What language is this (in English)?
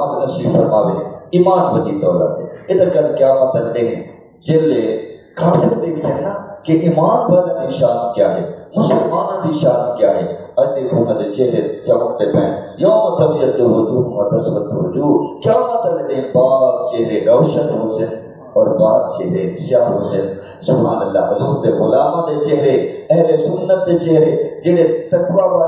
Saraiki